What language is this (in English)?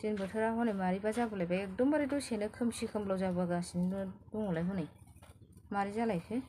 Bodo